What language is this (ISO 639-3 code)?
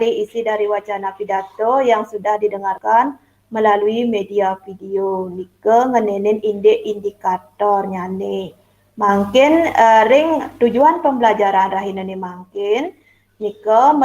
ban